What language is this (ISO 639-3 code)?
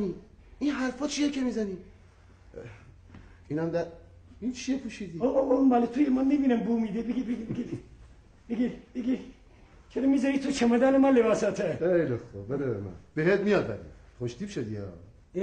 fas